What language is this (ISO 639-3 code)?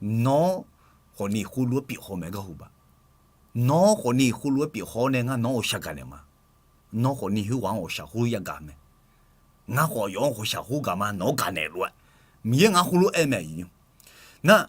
ahk